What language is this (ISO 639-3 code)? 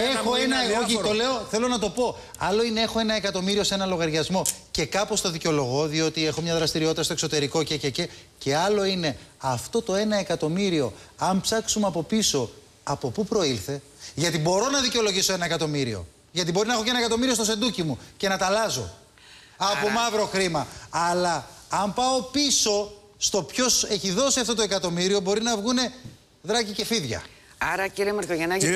ell